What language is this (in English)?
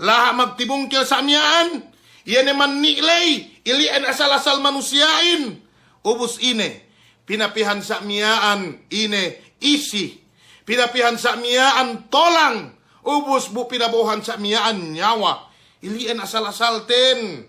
Yakan